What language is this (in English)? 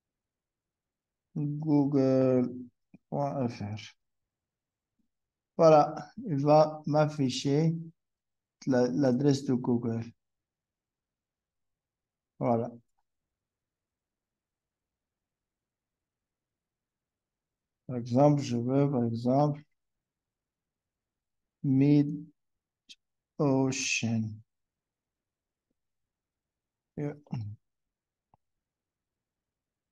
French